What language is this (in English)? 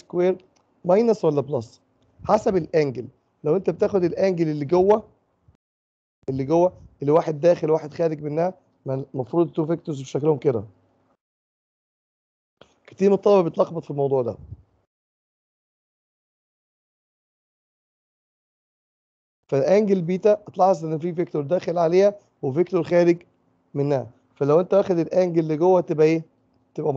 Egyptian Arabic